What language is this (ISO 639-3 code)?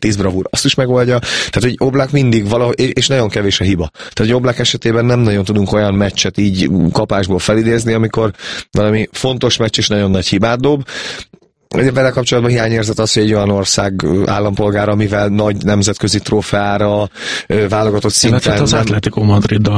hun